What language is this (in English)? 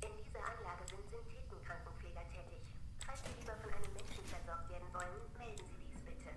Bavarian